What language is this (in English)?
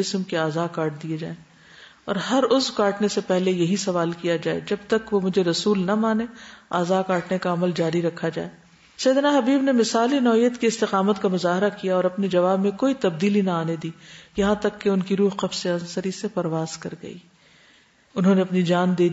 Urdu